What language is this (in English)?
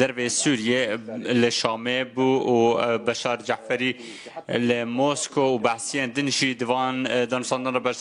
Kurdish